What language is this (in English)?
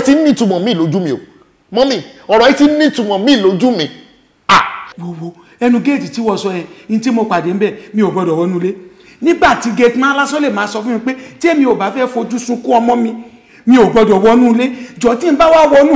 Yoruba